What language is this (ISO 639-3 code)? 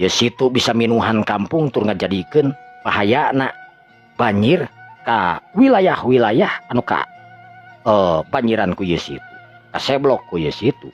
sun